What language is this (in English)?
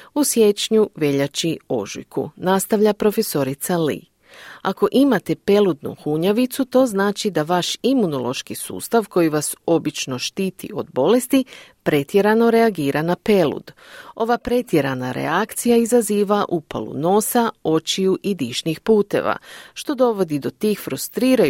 Croatian